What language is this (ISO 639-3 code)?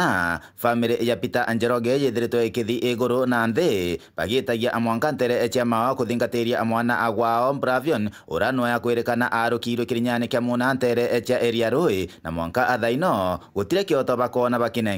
mer